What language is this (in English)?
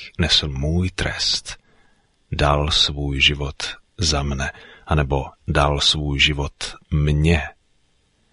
Czech